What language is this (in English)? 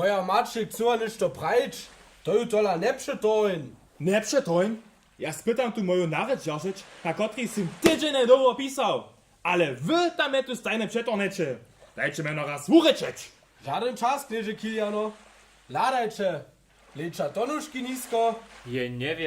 Upper Sorbian